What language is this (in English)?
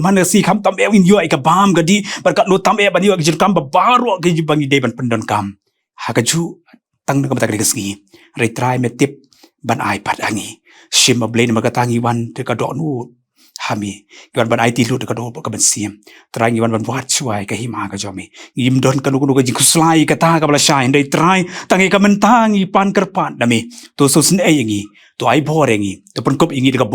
Khasi